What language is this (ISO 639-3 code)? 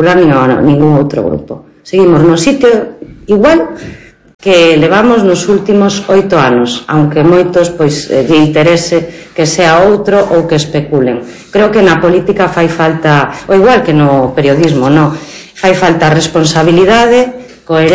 glg